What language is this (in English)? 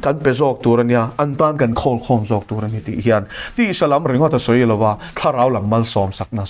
Mizo